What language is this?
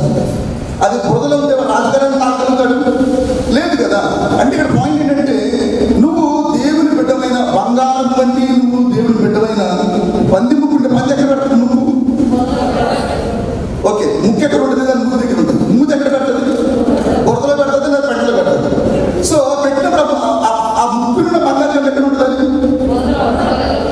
Telugu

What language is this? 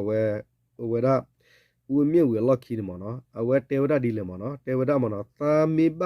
S'gaw Karen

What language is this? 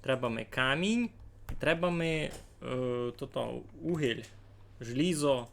Rusyn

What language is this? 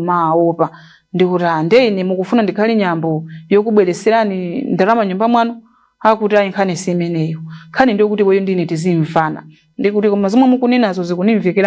Nyanja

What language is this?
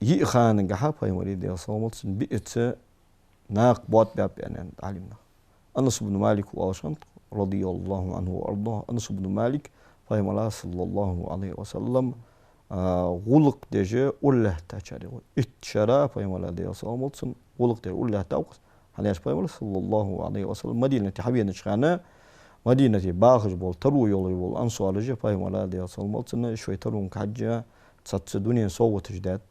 Ingush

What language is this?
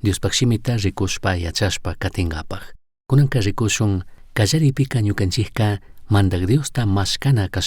Chimborazo Highland Quichua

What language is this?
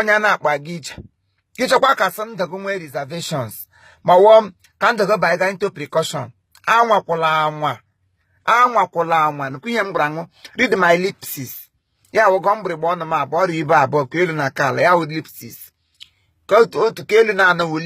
Igbo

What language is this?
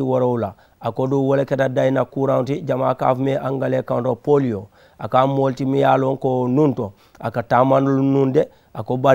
Mandingo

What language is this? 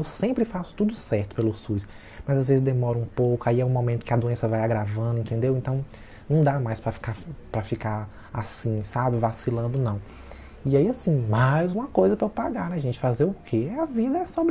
Portuguese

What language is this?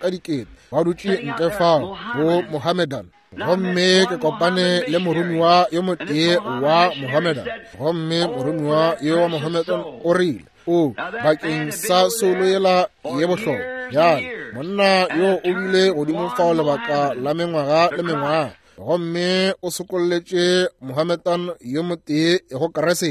Northern Sotho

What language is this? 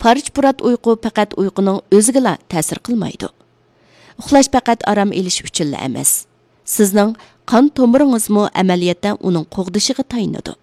Uyghur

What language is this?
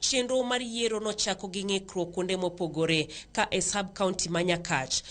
Luo (Kenya and Tanzania)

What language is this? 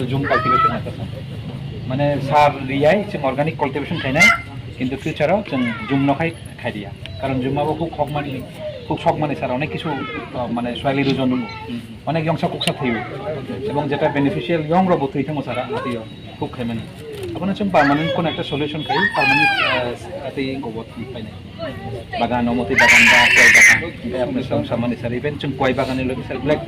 Riang (India)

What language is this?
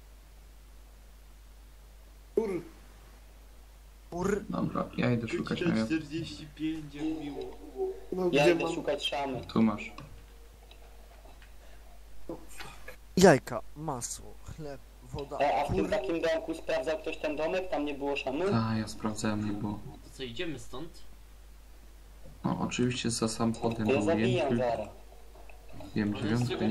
Polish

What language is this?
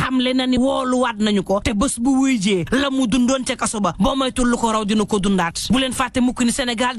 Wolof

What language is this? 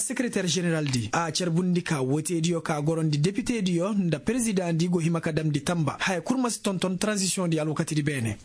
Koyraboro Senni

